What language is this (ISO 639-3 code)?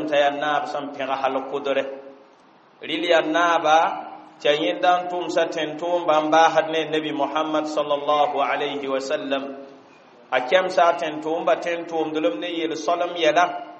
mos